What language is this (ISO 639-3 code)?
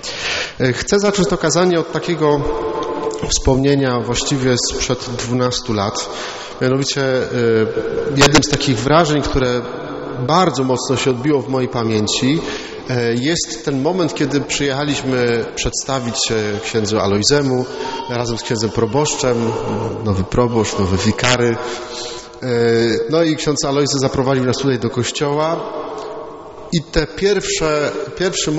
pol